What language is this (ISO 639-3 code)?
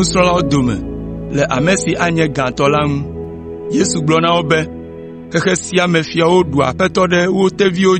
ewe